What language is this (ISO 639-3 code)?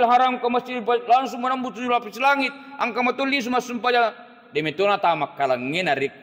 bug